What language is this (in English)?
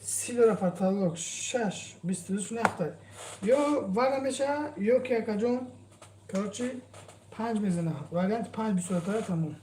Tajik